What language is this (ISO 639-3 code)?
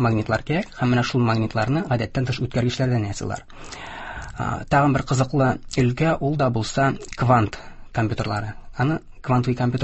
tat